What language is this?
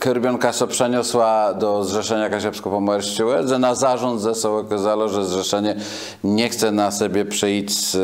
Kashubian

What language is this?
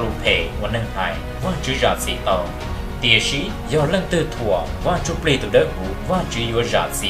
Hmong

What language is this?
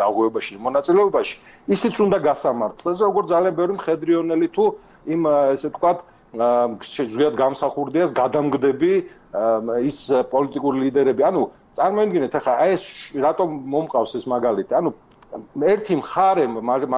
Georgian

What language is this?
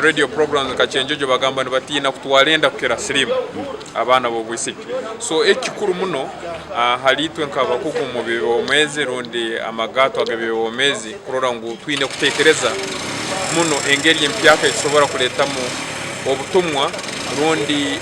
Nyankole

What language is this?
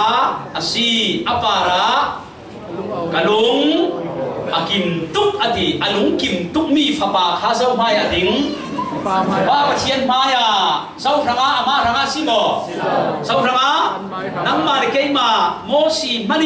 Falam Chin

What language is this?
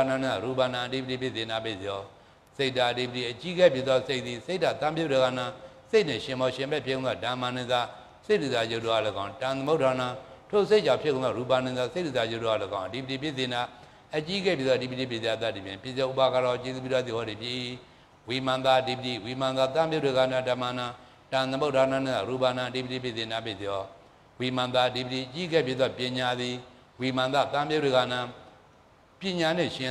Burmese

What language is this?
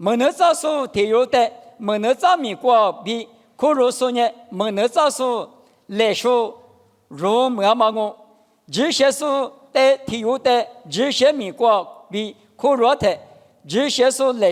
Lisu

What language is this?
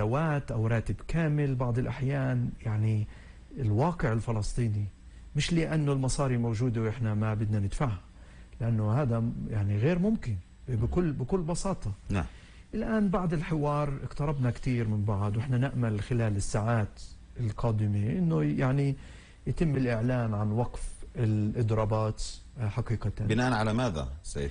North Levantine Arabic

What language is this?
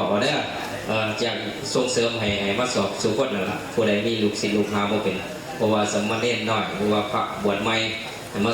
Northeastern Thai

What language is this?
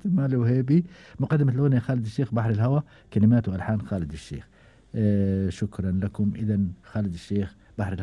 Gulf Arabic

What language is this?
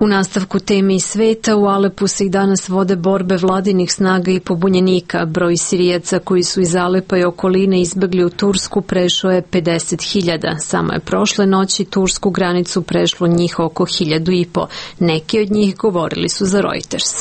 Serbian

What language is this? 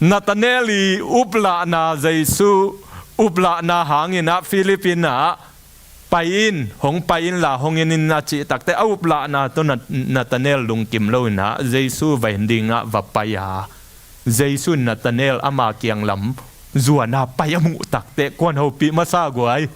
Tedim Chin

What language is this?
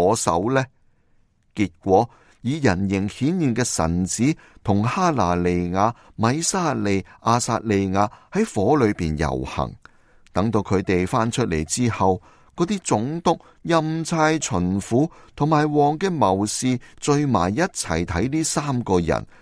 Cantonese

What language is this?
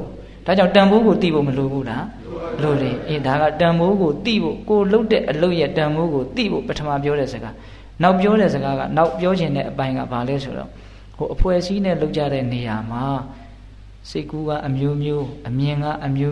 Burmese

